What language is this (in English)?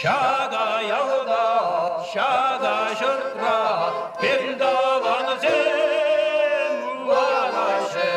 Chuvash